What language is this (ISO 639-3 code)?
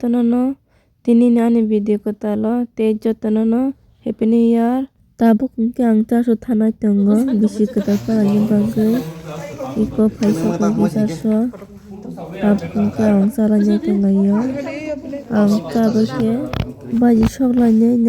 trp